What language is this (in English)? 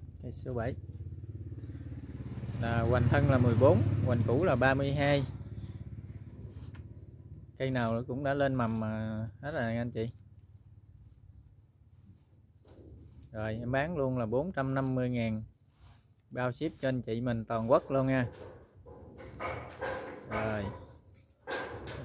Vietnamese